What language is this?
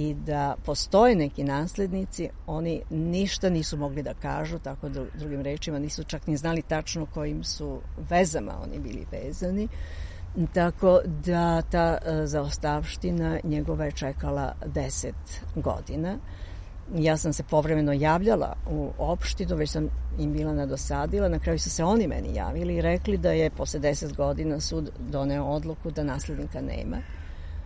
Serbian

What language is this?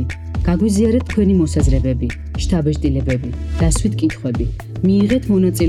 Georgian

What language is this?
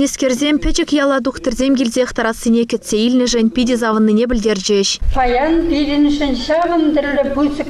Chuvash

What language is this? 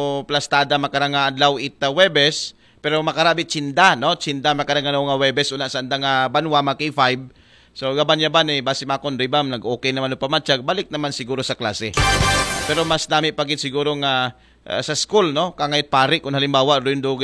Aklanon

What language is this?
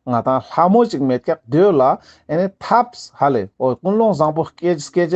Ladakhi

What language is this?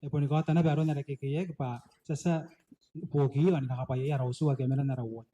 Gilbertese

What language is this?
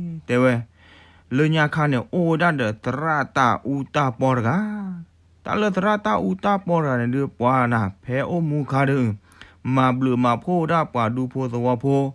S'gaw Karen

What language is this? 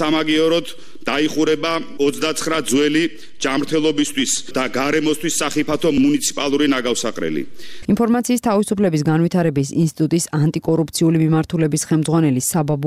Georgian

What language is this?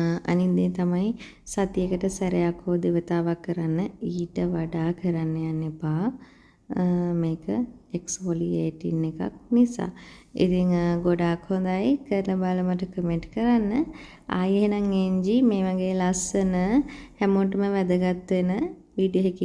Sinhala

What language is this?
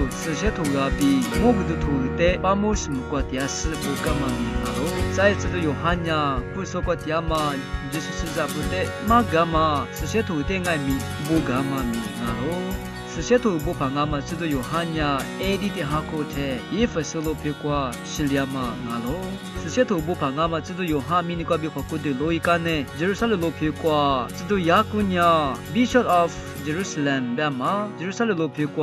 Lisu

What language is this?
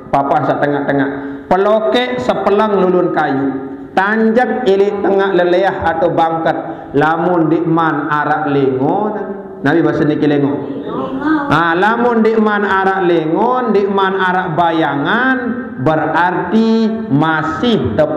Sasak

